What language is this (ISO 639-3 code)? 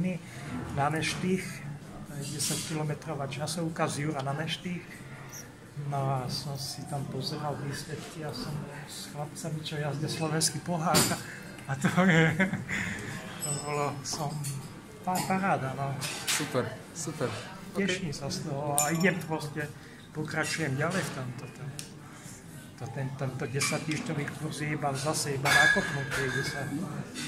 slk